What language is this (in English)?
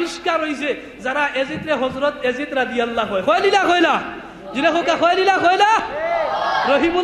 Sylheti